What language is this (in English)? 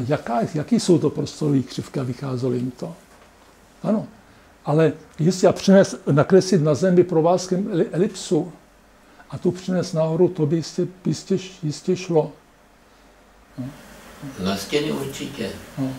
Czech